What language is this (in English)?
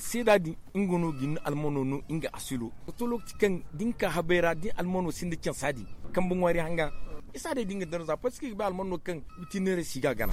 Zarma